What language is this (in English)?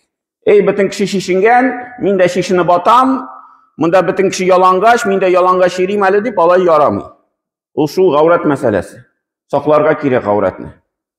Tatar